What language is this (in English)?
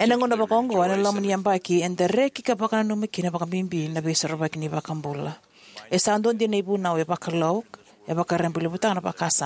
Fijian